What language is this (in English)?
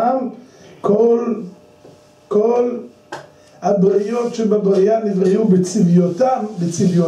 Hebrew